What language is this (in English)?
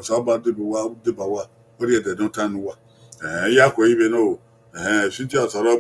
Bini